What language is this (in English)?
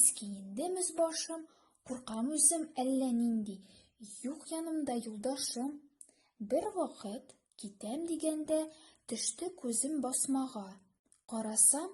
Tatar